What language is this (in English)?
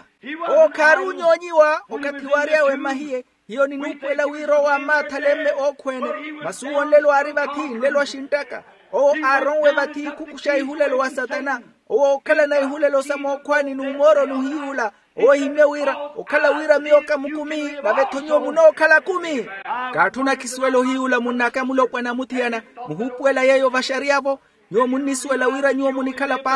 Makhuwa